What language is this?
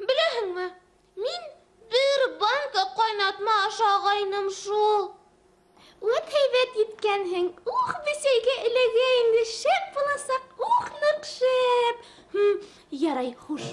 Bashkir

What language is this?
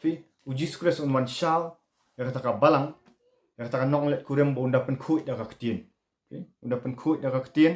Khasi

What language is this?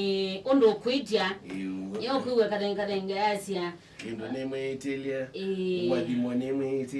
Kamba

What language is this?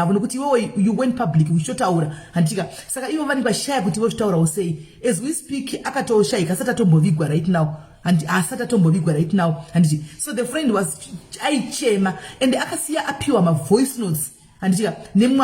Shona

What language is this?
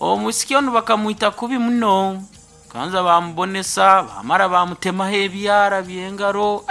Nyankole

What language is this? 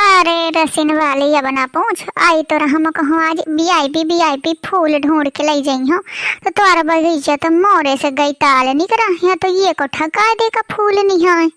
Awadhi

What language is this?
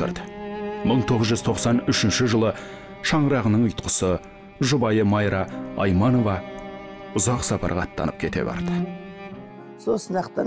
Kazakh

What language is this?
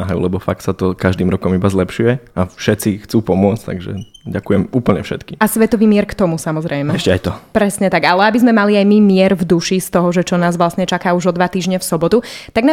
Slovak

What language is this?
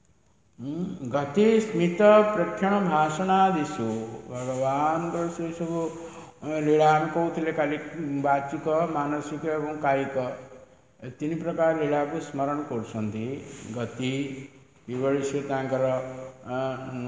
Odia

